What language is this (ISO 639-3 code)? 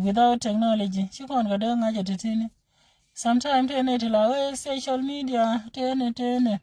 nus